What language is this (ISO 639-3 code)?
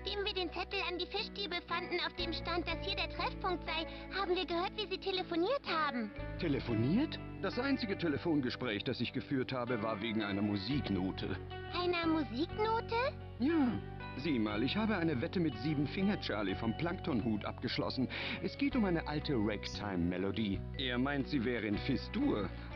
gsw